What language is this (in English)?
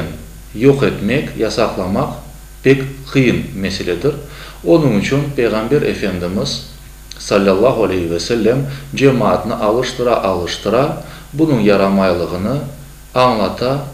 Crimean Tatar